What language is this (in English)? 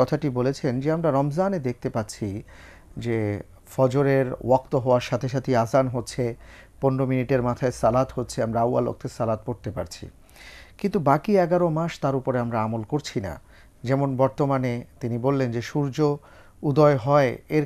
Bangla